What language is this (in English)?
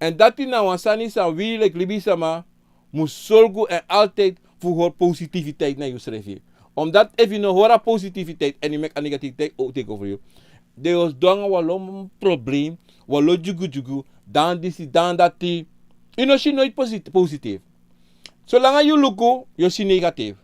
Sranan Tongo